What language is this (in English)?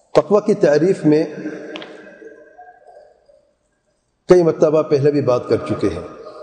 Urdu